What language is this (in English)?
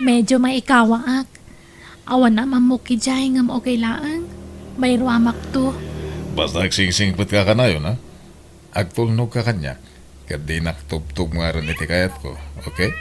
Iloko